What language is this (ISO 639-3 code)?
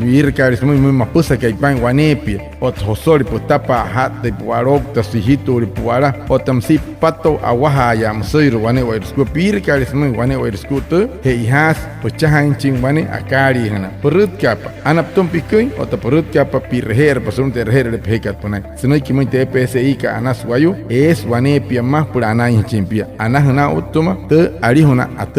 guc